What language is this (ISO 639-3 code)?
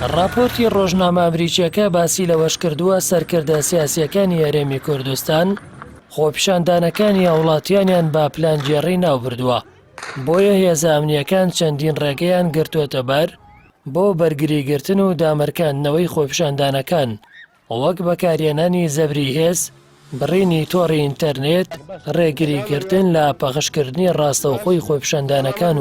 ckb